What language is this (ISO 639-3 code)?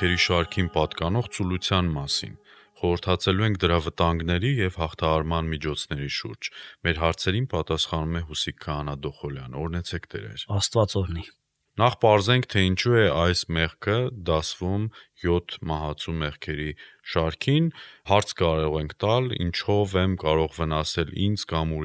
hye